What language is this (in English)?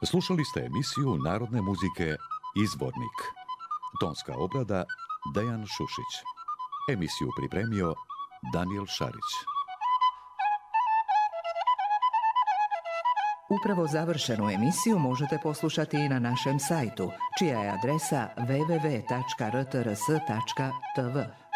Serbian